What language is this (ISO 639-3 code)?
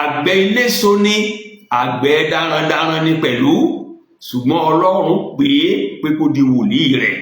yor